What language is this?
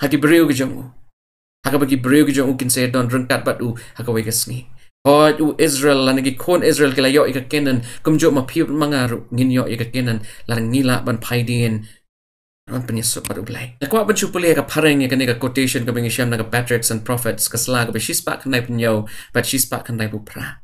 Khasi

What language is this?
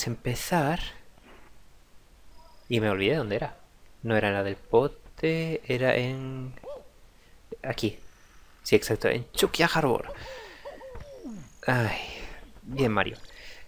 Spanish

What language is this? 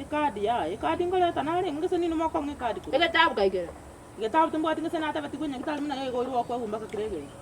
Gusii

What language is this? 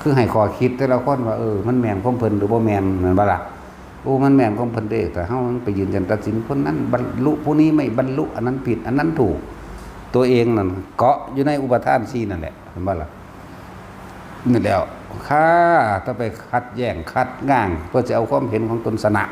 Northeastern Thai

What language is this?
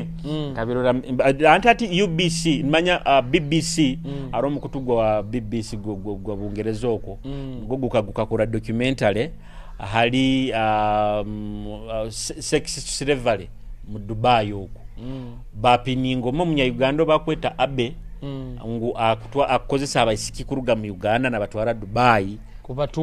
Nyoro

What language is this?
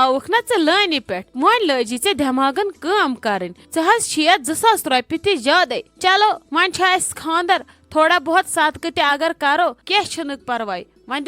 Kashmiri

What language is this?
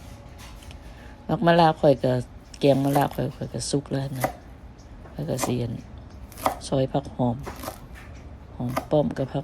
Lao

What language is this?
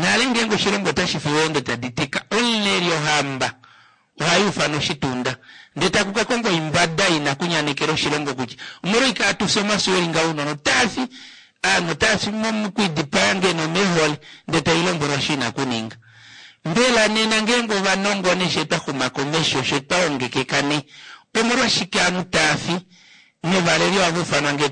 Kuanyama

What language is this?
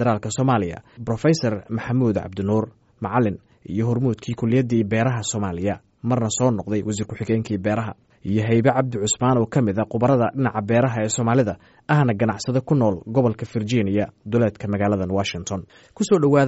Somali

